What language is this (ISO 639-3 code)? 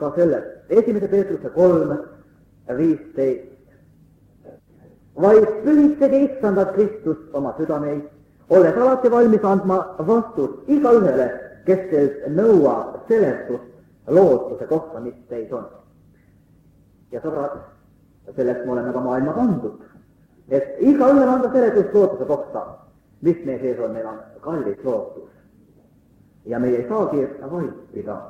est